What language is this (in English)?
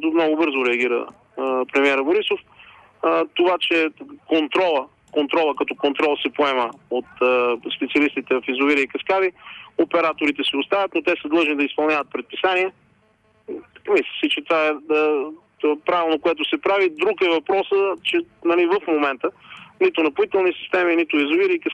Bulgarian